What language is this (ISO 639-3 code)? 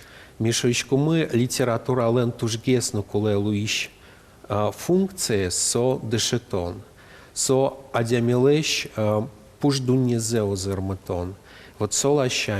udm